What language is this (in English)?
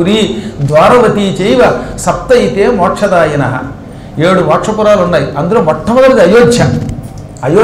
Telugu